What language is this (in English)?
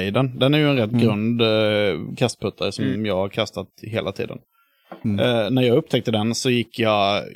Swedish